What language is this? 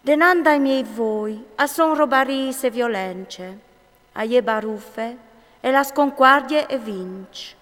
Friulian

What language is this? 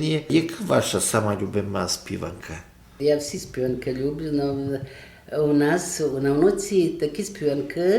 Rusyn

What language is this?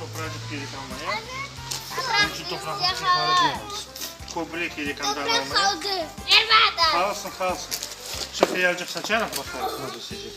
Crimean Tatar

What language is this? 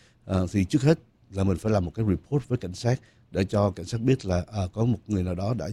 Vietnamese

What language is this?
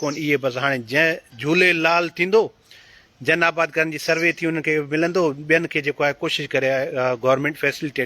Sindhi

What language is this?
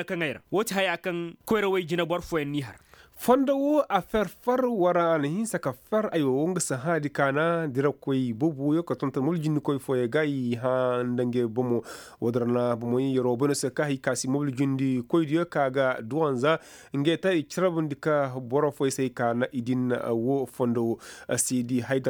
Koyraboro Senni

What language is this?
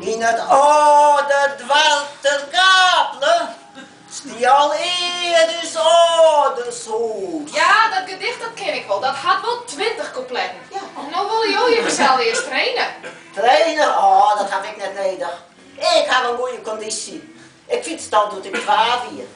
Western Frisian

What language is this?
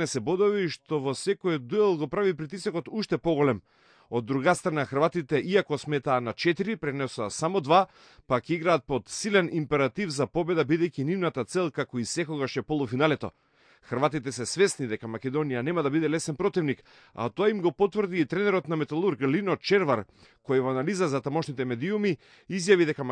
Macedonian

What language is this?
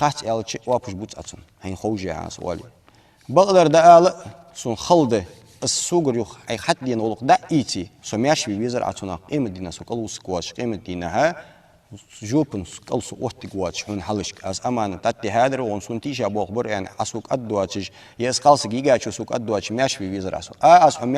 Ingush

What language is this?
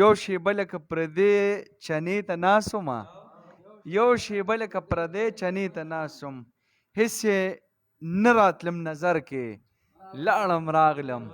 Pashto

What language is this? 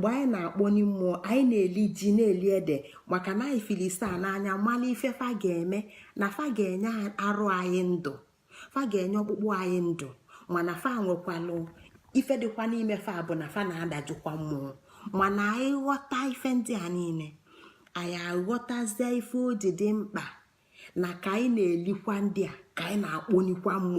Igbo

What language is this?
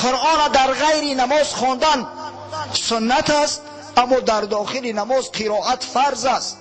Tajik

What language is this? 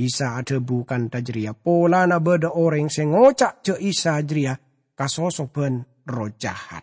Madurese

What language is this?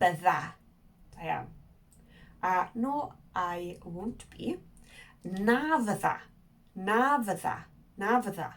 Welsh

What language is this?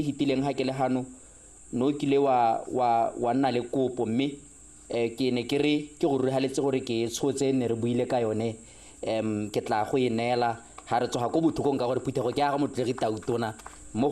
Tswana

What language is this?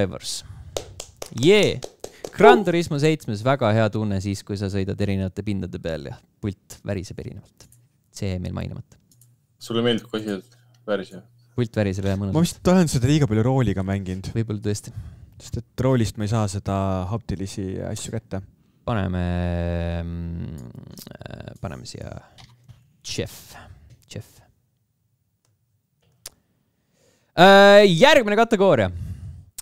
Estonian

